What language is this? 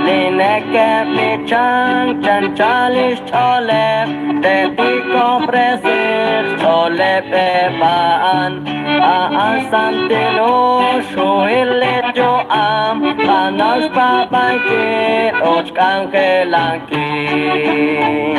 Kekchí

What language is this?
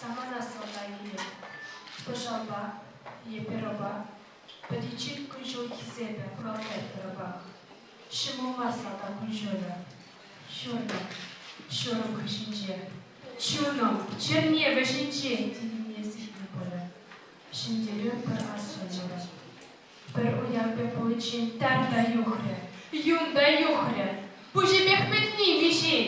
Chuvash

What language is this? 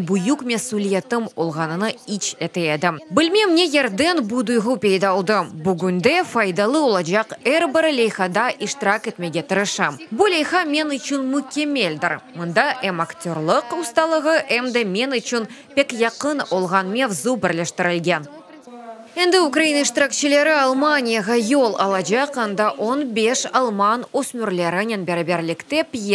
Crimean Tatar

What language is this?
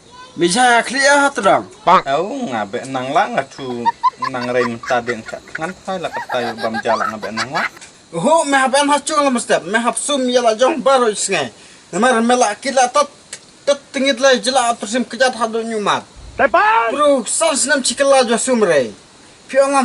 Khasi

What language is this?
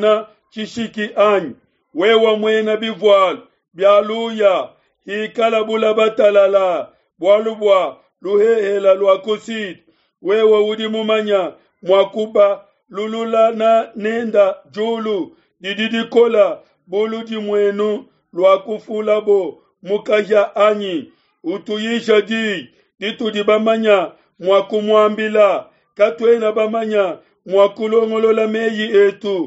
Luba-Lulua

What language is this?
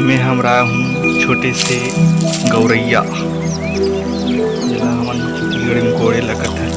Chhattisgarhi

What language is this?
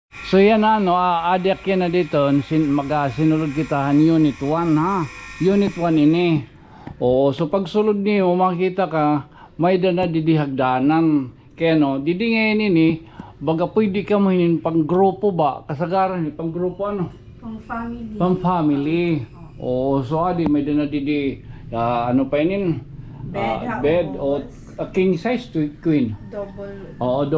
Waray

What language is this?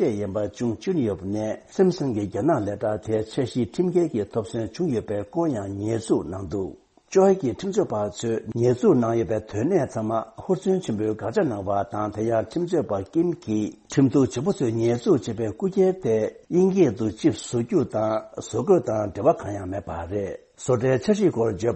Tibetan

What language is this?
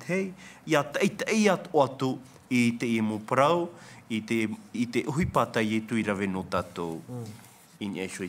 Tahitian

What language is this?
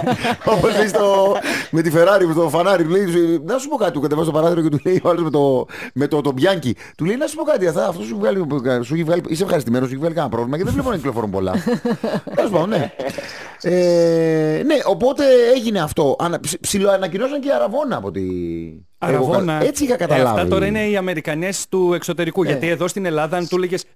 Greek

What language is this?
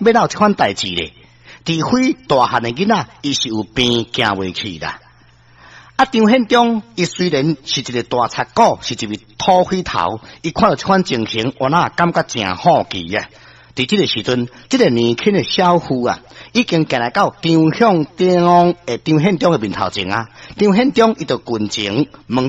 Min Nan Chinese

